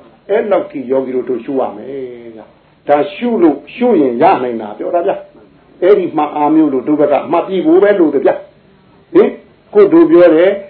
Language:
Burmese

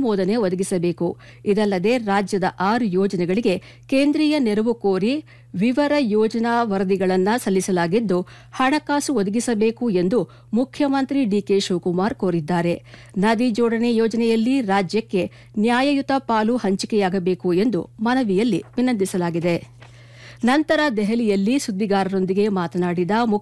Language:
Kannada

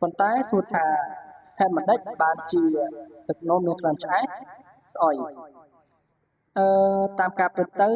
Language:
Khmer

